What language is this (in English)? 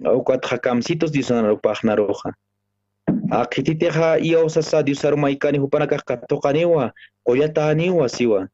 Aymara